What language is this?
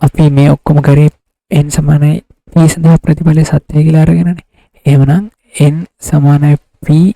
Sinhala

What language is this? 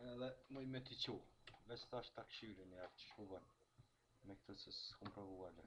Albanian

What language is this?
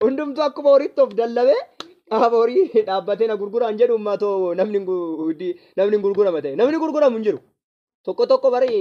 Oromo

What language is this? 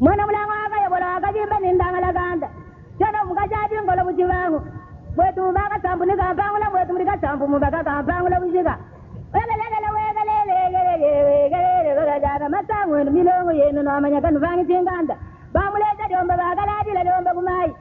Luba-Lulua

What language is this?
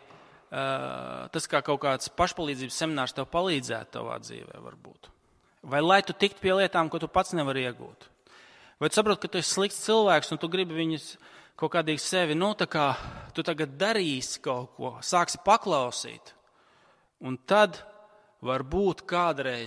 Latvian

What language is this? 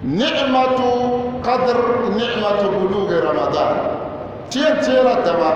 Dagbani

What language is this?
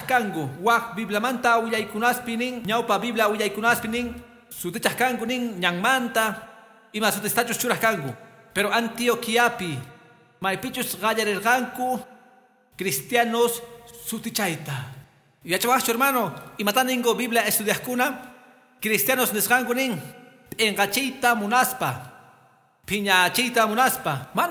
Quechua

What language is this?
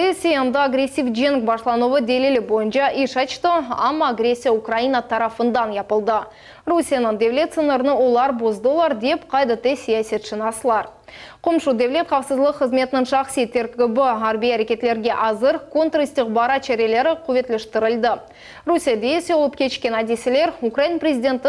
Crimean Tatar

